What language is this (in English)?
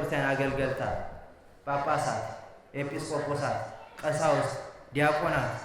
Tigrinya